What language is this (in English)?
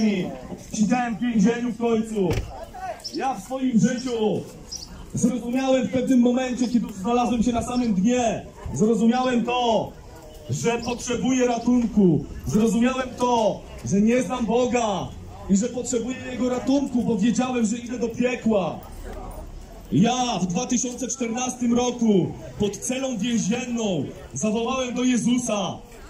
Polish